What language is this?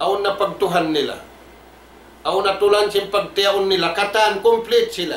Tausug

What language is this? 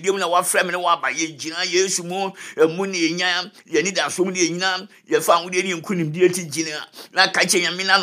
Akan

